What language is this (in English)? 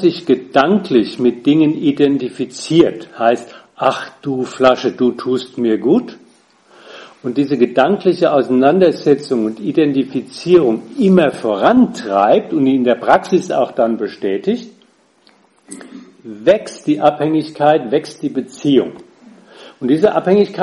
German